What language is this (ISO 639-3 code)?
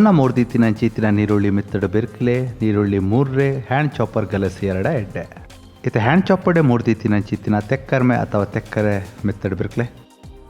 tcy